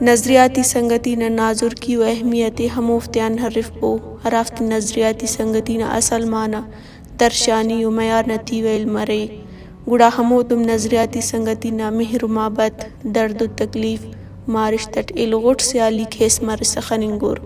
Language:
Brahui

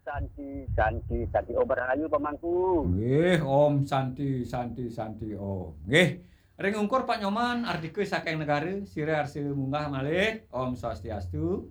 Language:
Balinese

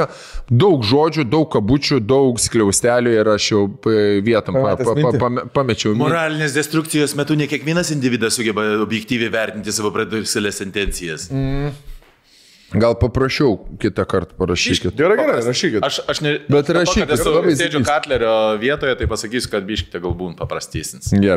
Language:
Lithuanian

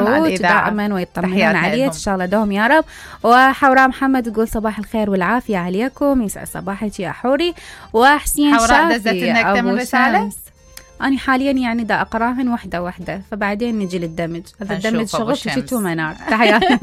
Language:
Mesopotamian Arabic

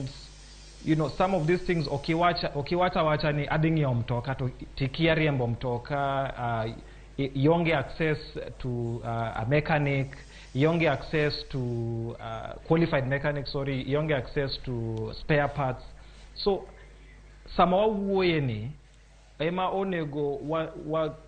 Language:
Luo (Kenya and Tanzania)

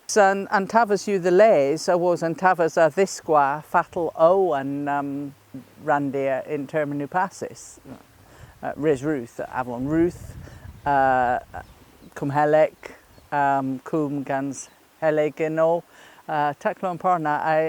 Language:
Cornish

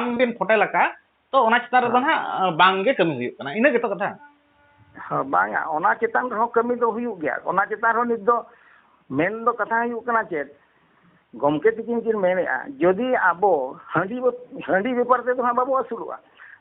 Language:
Santali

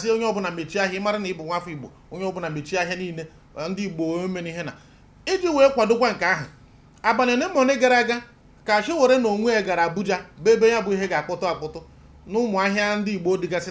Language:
Igbo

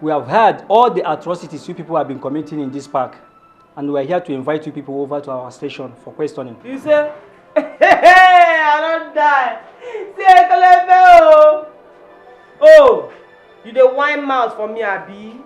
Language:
Nigerian Pidgin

